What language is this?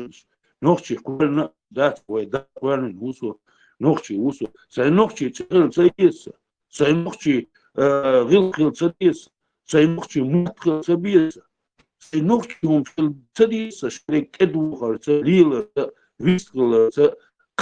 Chechen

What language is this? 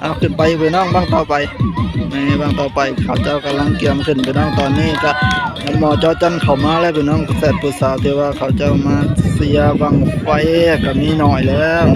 Northeastern Thai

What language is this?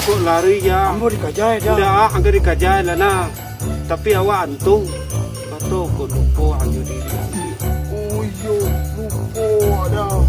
Minangkabau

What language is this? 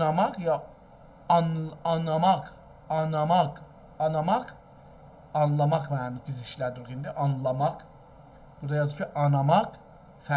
South Azerbaijani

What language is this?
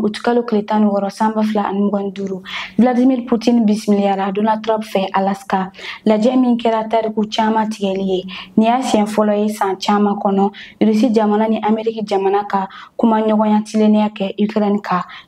Bambara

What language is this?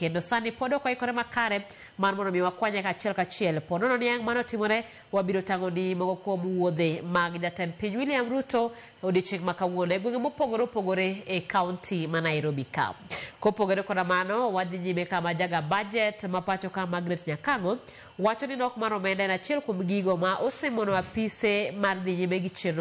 Luo (Kenya and Tanzania)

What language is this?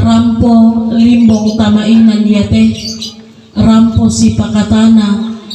Toraja-Sa'dan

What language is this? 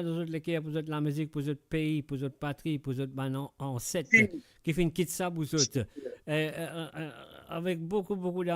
Morisyen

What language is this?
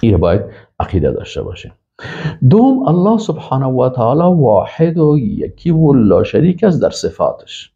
Persian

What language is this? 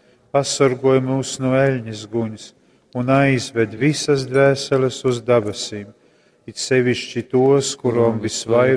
Latgalian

